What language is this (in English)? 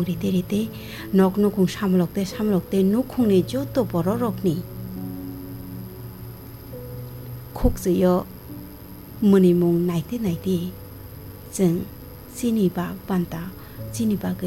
Bangla